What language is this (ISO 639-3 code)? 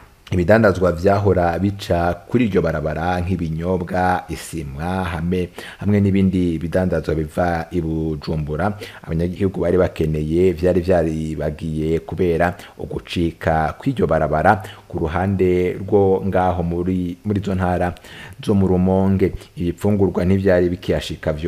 run